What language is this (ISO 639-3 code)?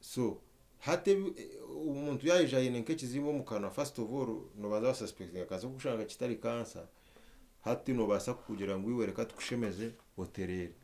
nyn